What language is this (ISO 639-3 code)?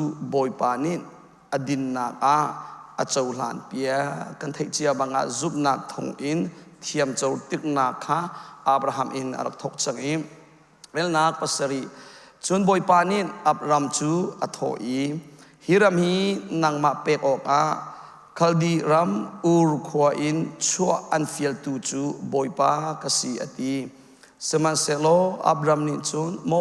cnh